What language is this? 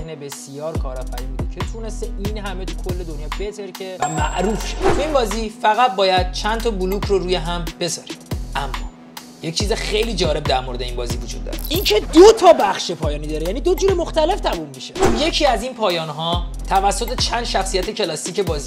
Persian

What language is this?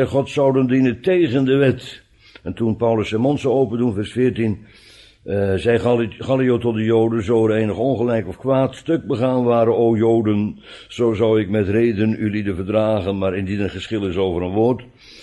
Dutch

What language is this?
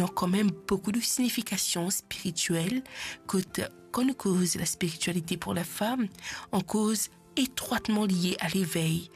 Morisyen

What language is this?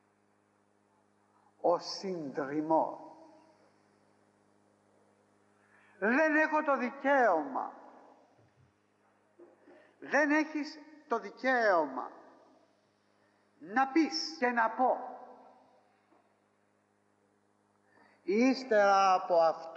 Greek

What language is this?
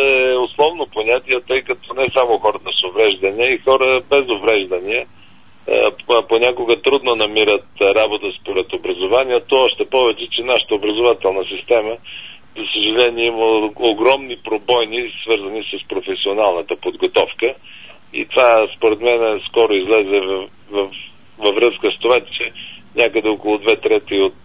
Bulgarian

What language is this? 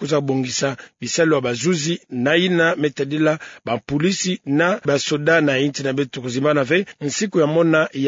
Kituba (Democratic Republic of Congo)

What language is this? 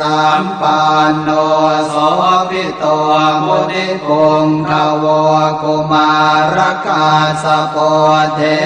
Pali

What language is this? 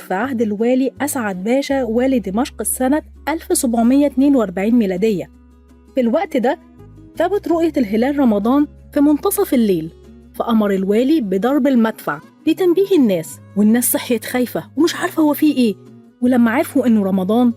Egyptian Arabic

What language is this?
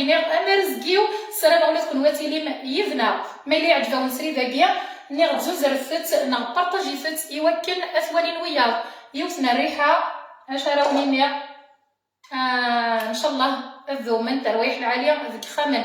Kabyle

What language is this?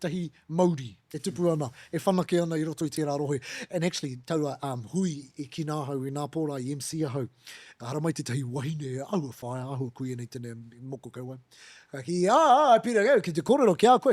Māori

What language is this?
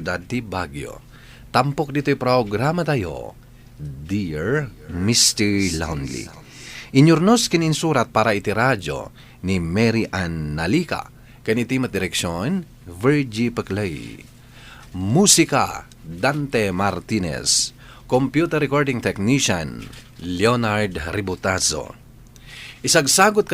Iloko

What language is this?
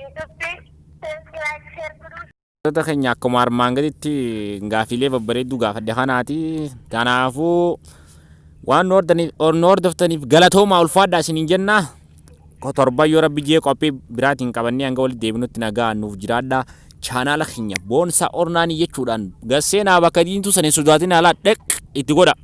Oromo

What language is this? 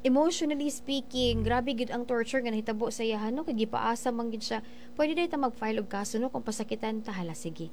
Cebuano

